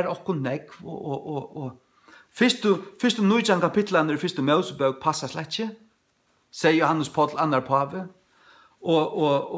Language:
Faroese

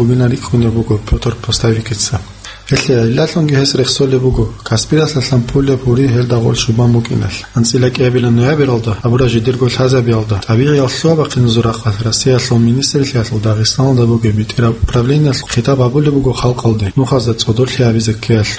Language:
Avaric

